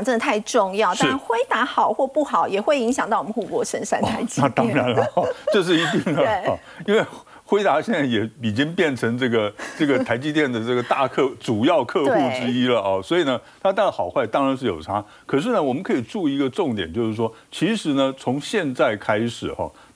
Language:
Chinese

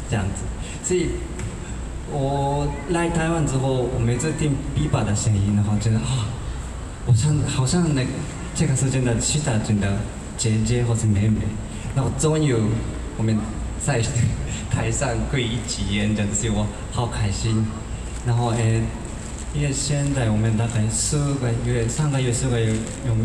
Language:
Chinese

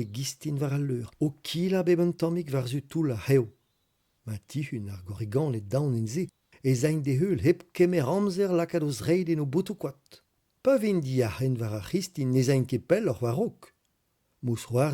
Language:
Breton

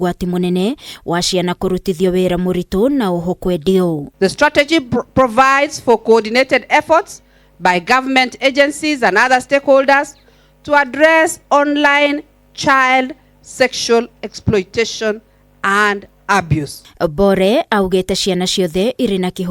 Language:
Kikuyu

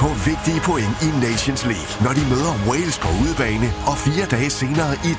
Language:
Danish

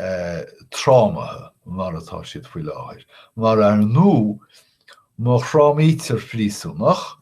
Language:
Irish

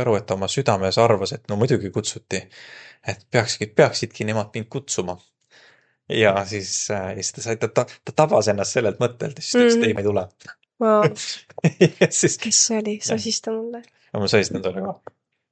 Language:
Estonian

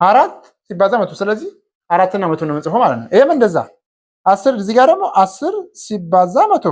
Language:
Amharic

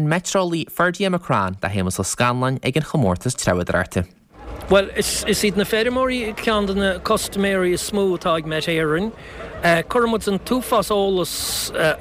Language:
Irish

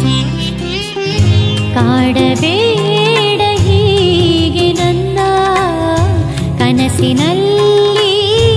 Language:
Kannada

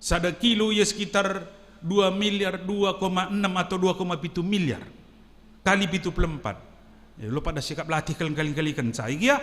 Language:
Batak Karo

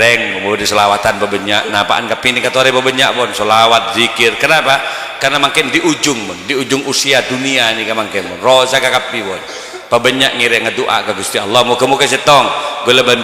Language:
Madurese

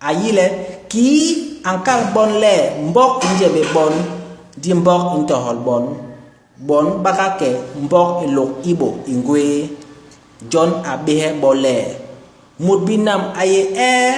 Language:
Basaa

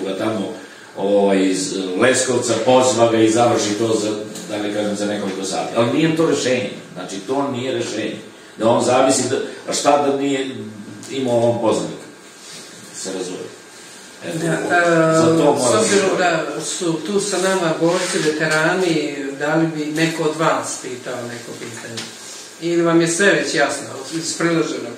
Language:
Serbian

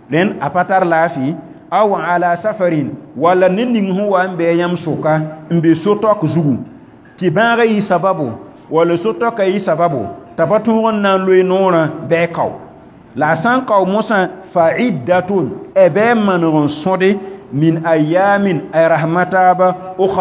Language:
Mossi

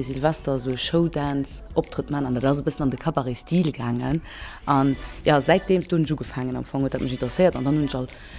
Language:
Luxembourgish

